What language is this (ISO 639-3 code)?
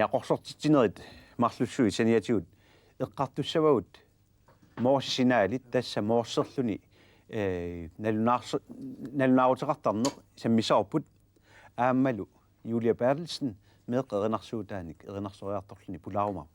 kal